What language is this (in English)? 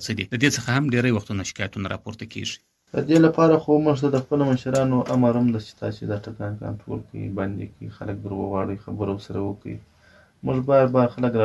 Pashto